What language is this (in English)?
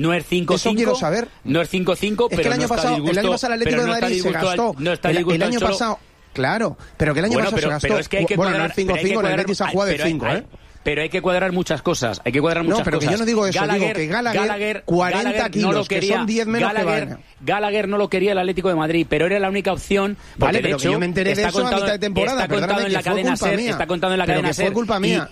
Spanish